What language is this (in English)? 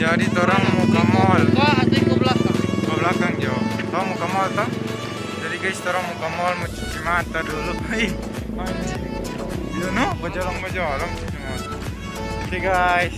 Manado Malay